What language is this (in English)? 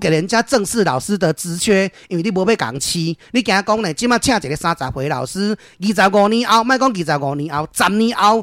Min Nan Chinese